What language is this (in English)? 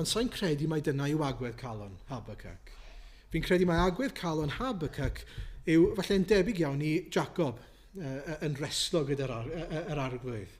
Welsh